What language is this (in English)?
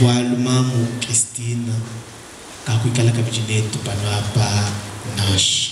Luba-Lulua